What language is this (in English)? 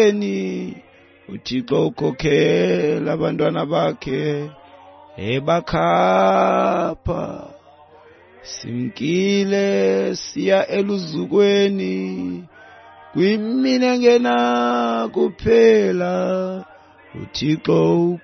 Xhosa